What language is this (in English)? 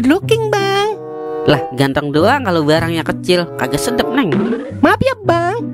Betawi